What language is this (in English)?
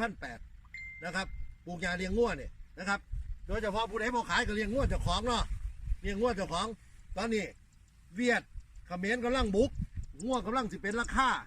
Northeastern Thai